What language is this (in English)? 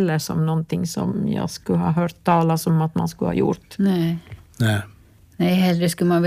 Swedish